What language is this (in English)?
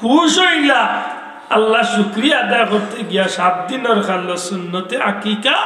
Sylheti